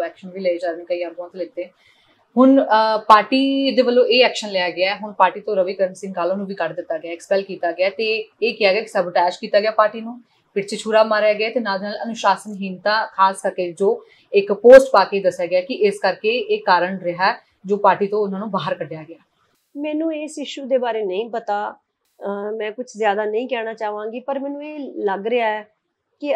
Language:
Punjabi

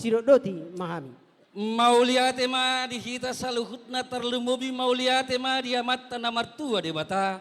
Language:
Batak Toba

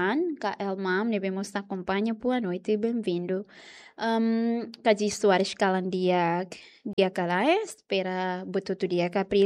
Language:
Tetum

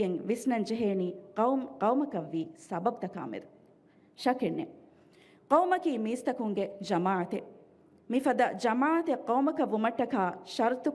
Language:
Divehi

